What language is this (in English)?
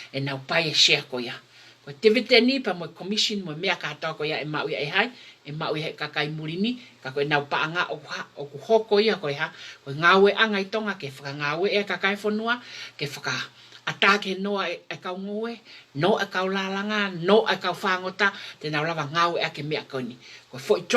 Tongan